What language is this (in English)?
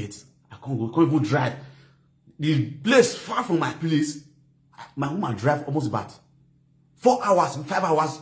Nigerian Pidgin